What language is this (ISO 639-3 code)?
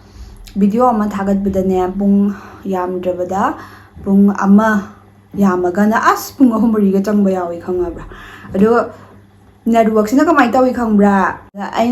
mni